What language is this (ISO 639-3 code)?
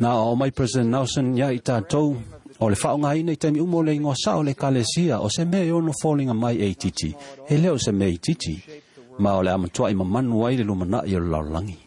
smo